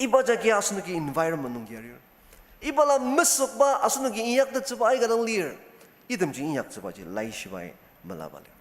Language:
Ao Naga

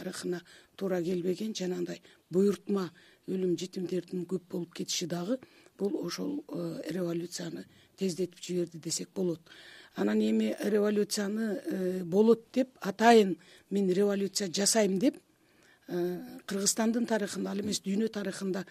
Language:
Kyrgyz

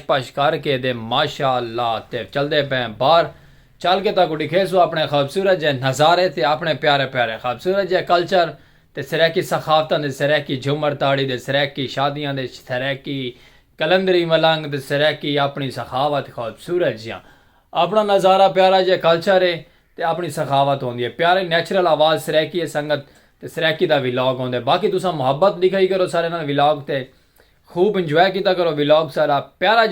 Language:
Saraiki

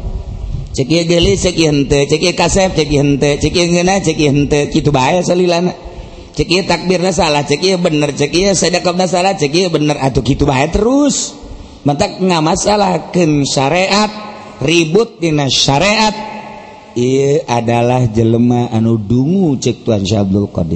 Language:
Sundanese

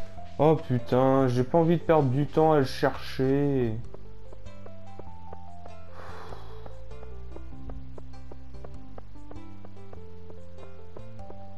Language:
French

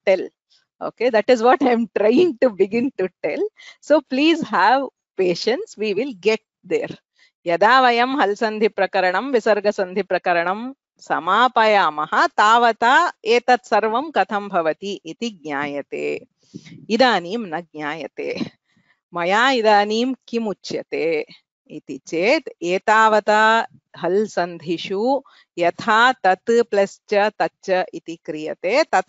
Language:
Sanskrit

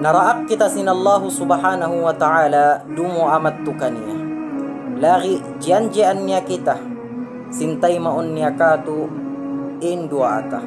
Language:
Tausug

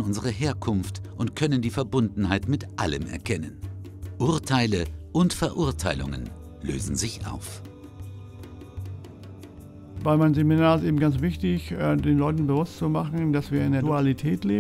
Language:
German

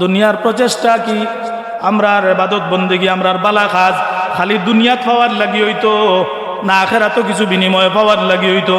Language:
Sylheti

